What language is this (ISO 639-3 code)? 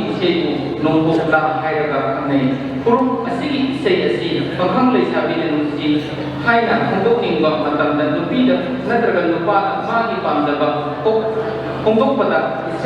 mni